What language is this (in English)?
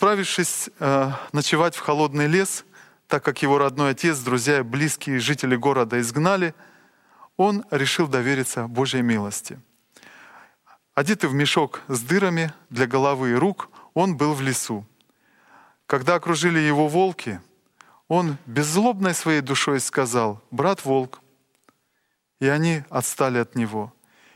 Russian